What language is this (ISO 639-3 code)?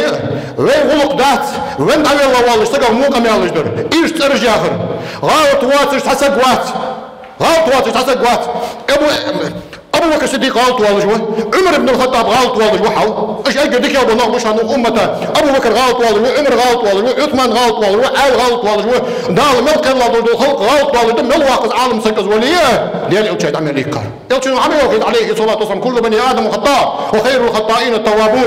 inh